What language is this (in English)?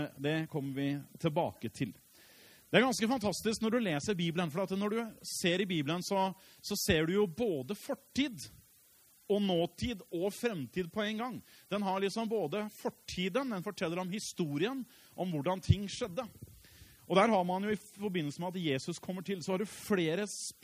Norwegian